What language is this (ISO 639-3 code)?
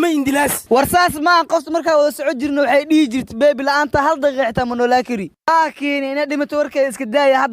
som